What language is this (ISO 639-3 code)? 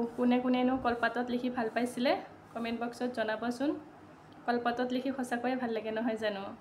asm